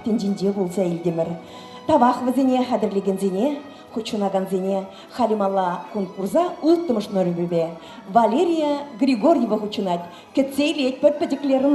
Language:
Chuvash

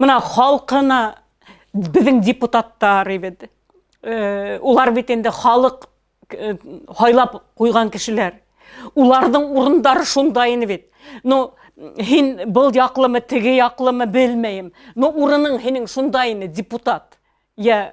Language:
Bashkir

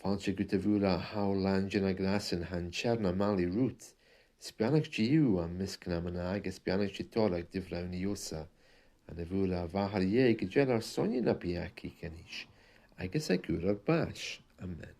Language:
Scottish Gaelic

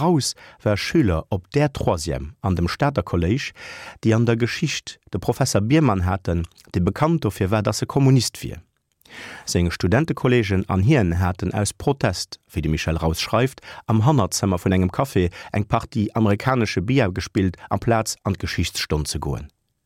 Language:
Luxembourgish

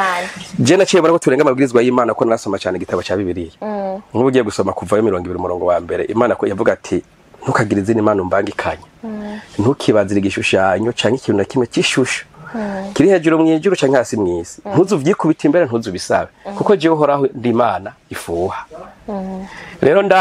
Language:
Rundi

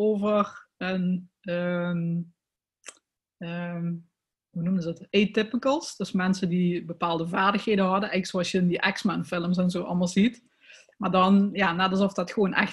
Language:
Dutch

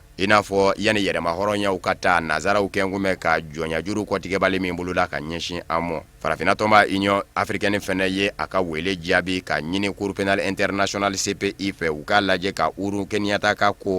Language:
Bambara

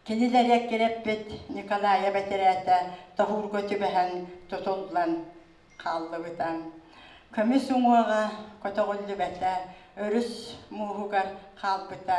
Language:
Yakut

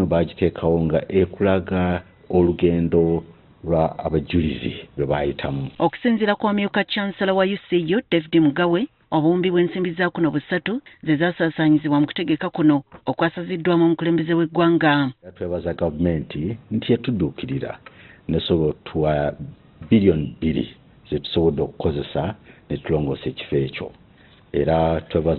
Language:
Ganda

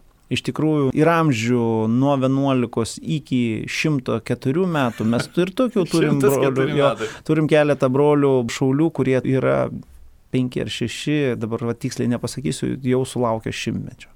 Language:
Lithuanian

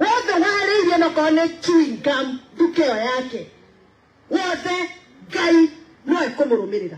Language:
Kikuyu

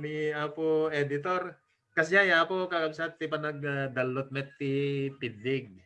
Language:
Iloko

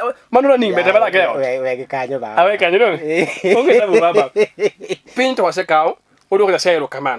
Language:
Luo (Kenya and Tanzania)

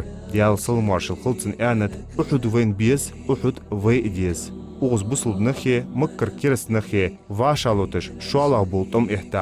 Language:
Ingush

